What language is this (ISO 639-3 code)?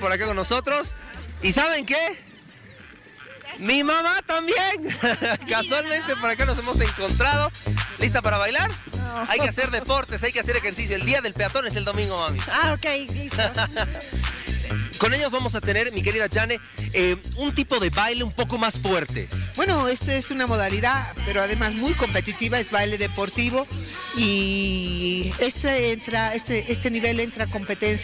spa